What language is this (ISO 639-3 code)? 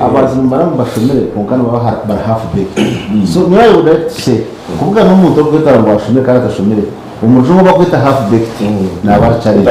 nyn